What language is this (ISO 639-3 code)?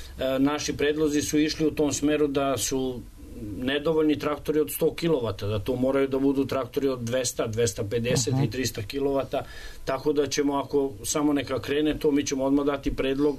srp